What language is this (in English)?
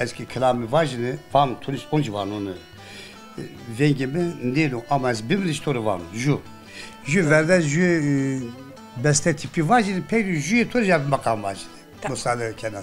Zaza